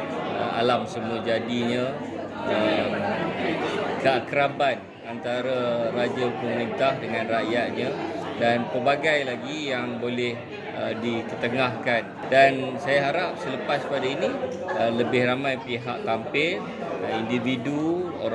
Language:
Malay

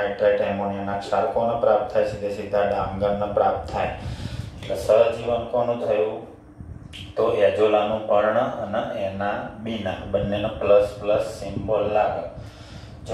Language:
Gujarati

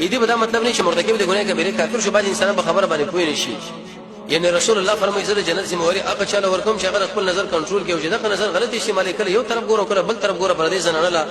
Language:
Pashto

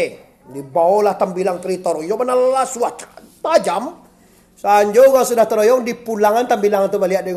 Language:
Minangkabau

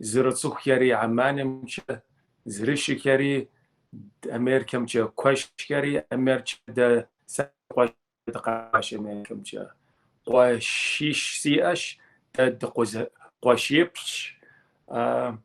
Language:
Kabardian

